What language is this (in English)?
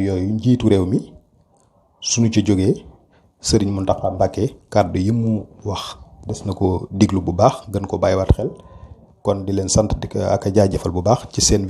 Wolof